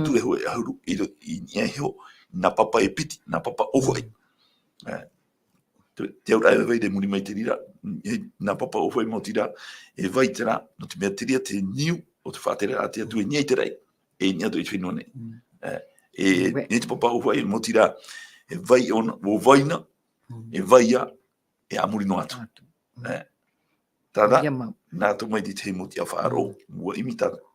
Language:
Tahitian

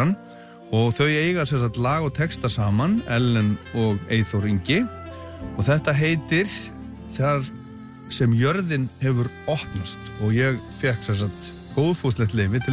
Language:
Icelandic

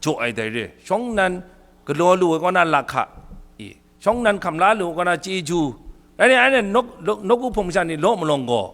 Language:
Kachin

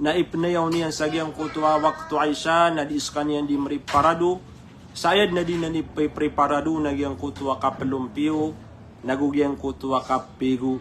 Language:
Maranao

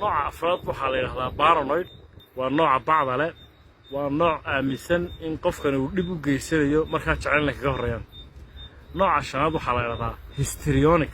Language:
Somali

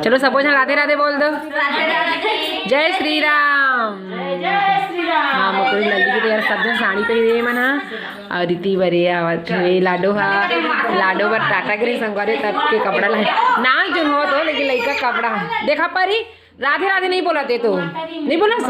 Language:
Chhattisgarhi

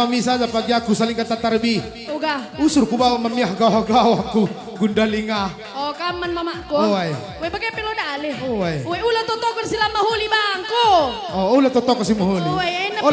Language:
Batak Karo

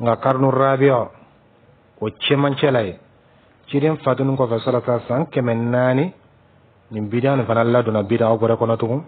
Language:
Dyula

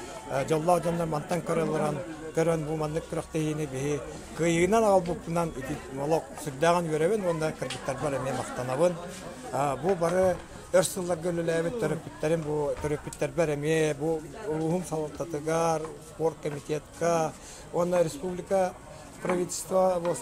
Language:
Yakut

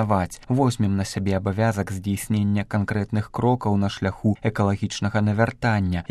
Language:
Belarusian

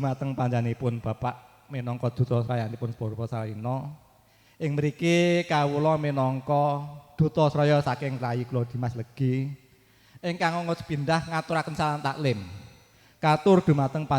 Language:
Javanese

